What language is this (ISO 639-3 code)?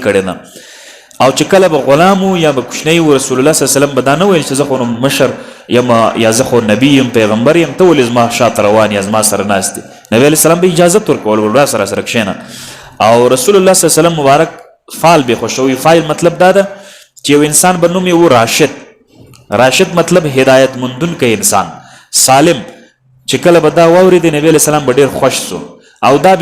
pus